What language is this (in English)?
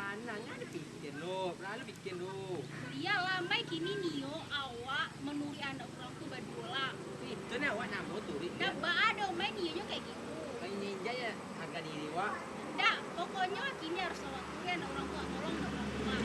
Minangkabau